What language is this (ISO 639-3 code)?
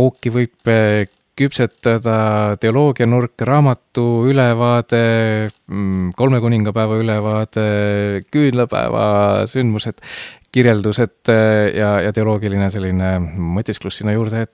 est